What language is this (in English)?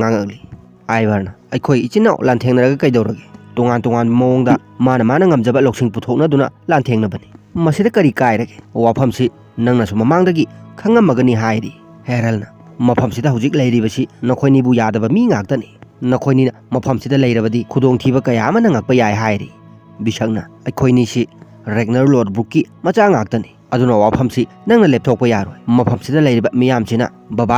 Manipuri